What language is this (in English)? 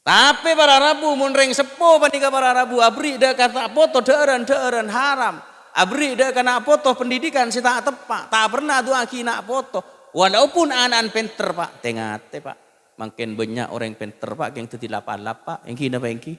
Madurese